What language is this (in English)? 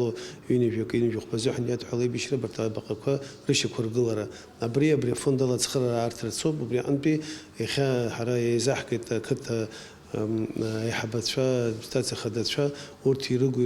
Abkhazian